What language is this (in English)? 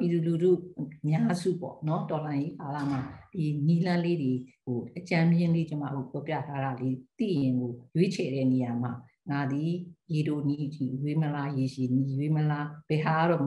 Burmese